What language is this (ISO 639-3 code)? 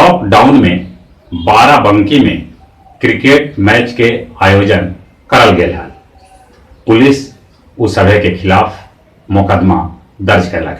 mag